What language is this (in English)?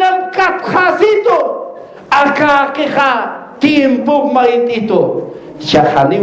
Aymara